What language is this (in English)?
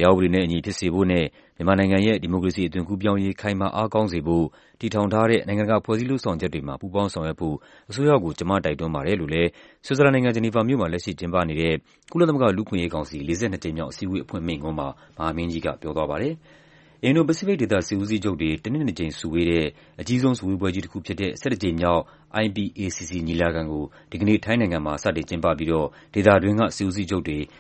Burmese